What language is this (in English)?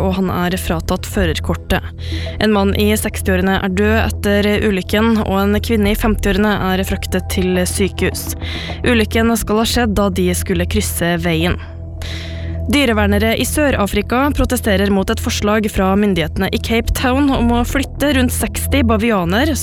Norwegian